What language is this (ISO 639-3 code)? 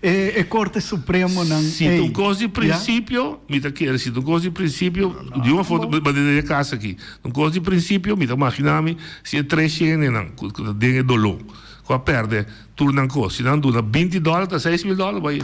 pap